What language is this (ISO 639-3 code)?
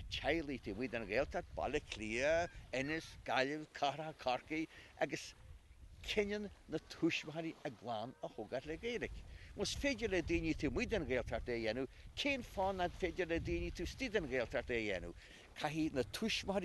gle